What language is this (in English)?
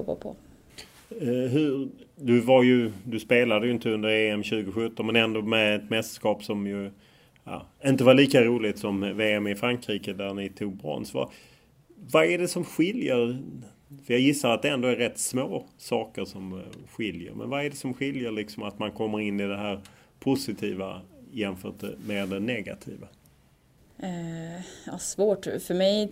Swedish